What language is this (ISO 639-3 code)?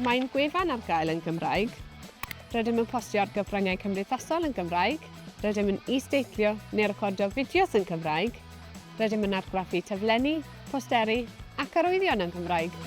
cym